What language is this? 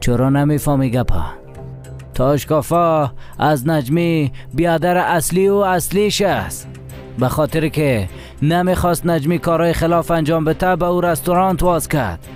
Persian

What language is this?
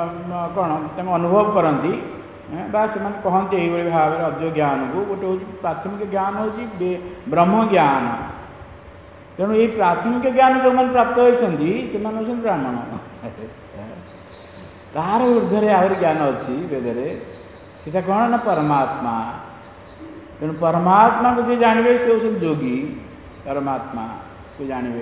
Odia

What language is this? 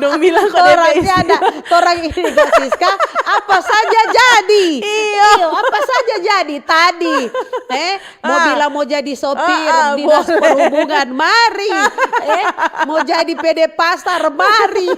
Manado Malay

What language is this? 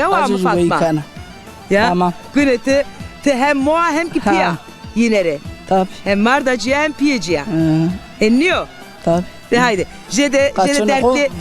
Zaza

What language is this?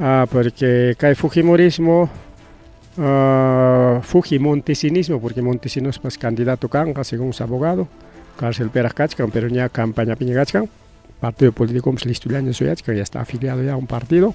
Ayacucho Quechua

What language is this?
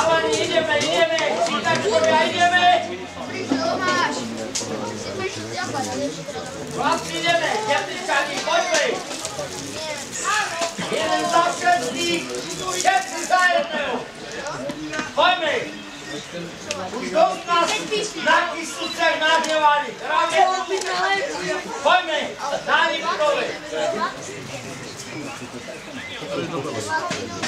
Slovak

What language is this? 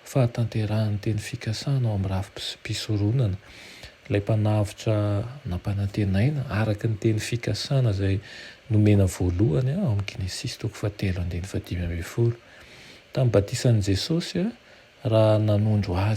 Malagasy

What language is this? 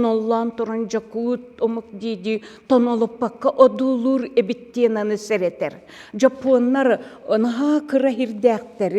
Yakut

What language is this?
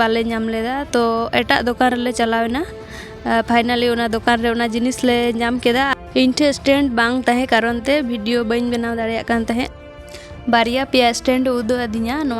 Santali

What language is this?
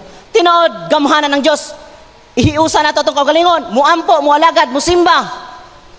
Cebuano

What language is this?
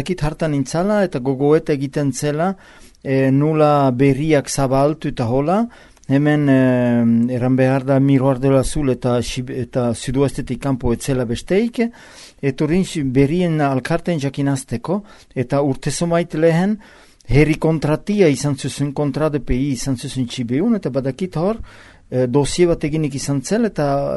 Basque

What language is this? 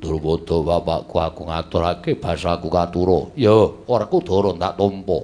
Javanese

